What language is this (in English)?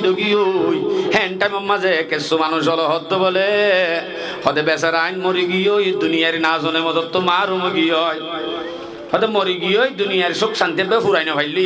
Rohingya